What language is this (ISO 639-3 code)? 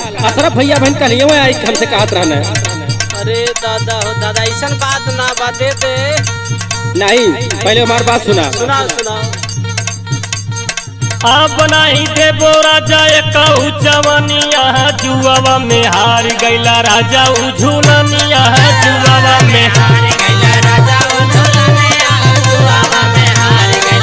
bho